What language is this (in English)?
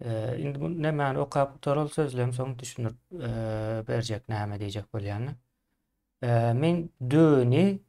Turkmen